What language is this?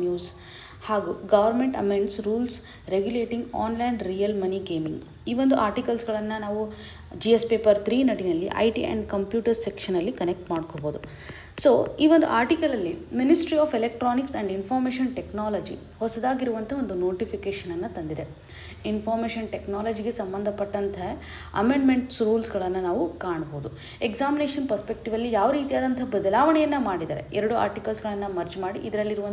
Kannada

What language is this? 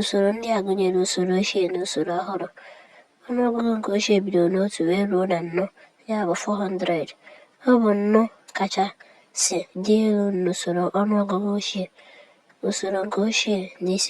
Igbo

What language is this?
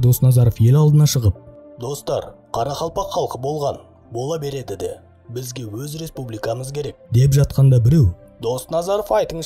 Kara-Kalpak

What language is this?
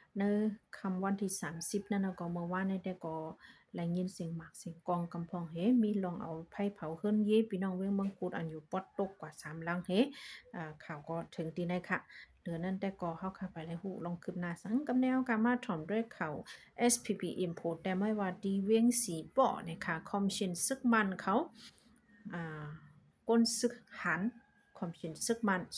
Shan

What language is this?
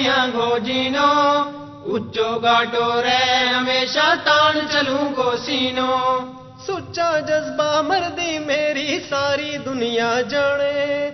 Gujari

